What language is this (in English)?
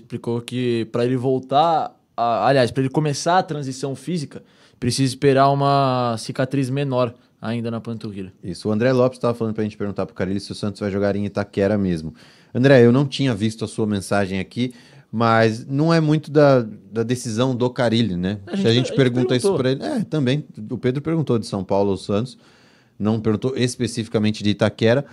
Portuguese